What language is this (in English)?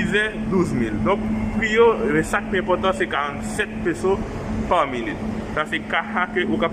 Haitian Creole